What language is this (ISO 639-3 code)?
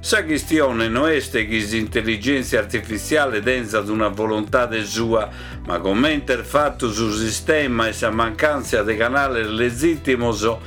srd